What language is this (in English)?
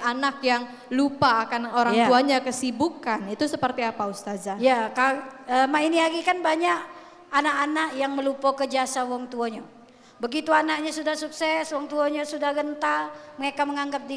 Musi